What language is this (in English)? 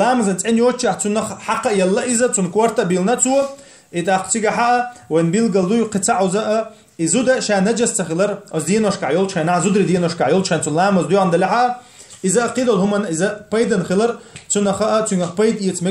Chechen